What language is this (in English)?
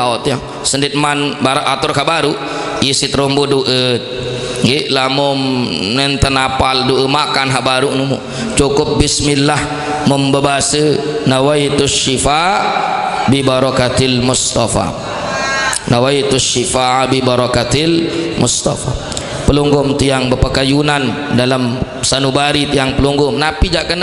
Sasak